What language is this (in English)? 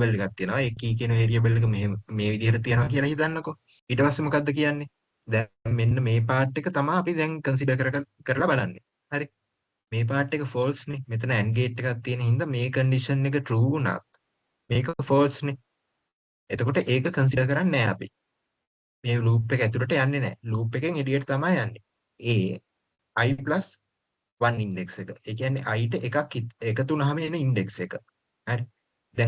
Sinhala